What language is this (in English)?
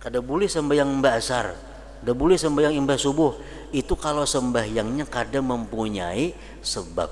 Banjar